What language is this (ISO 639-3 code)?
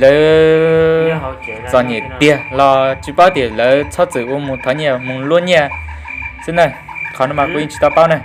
hmn